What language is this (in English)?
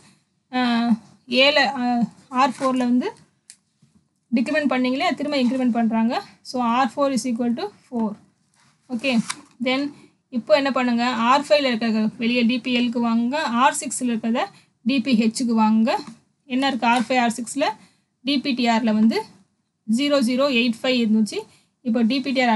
Tamil